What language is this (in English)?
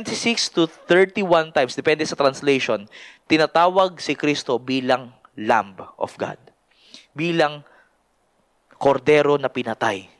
Filipino